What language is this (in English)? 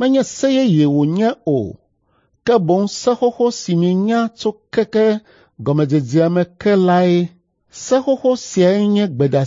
Ewe